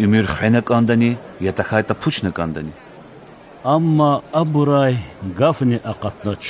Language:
Lezghian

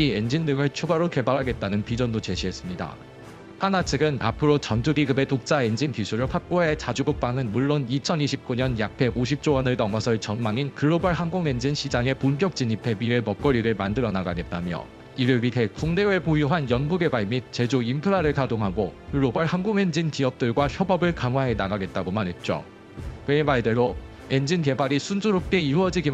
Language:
Korean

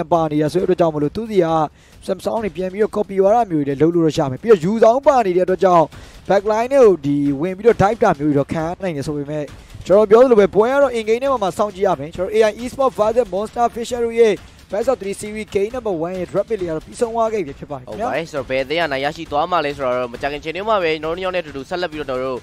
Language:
Burmese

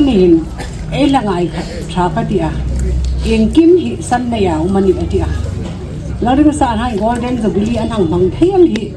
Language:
Hmar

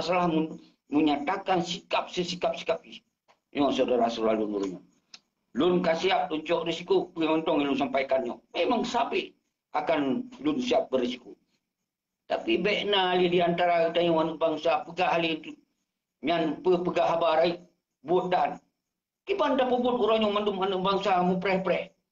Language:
Achinese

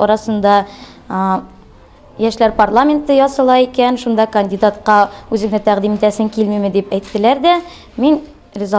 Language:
Tatar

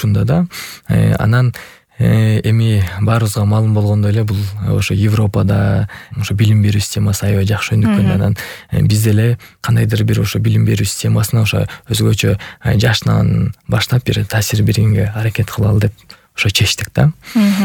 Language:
Kyrgyz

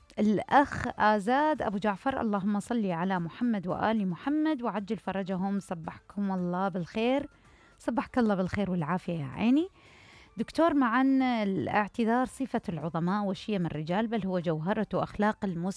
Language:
Mesopotamian Arabic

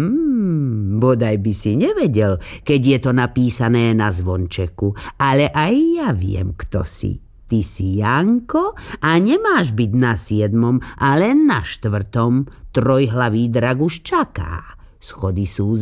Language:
Slovak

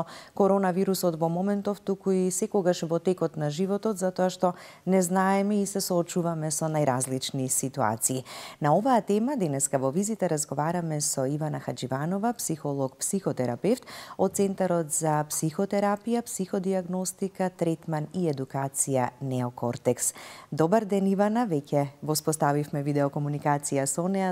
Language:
Macedonian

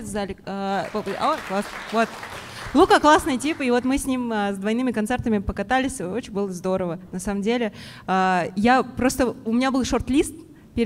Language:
Russian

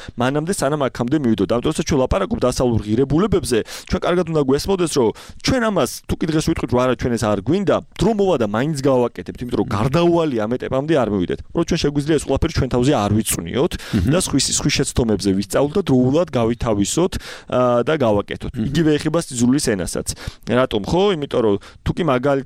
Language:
Georgian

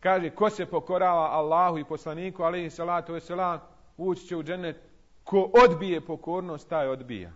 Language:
Bosnian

